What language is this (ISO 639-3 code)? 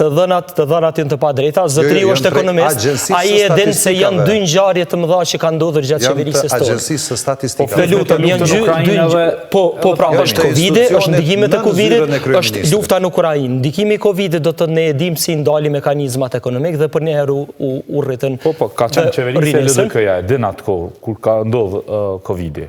sqi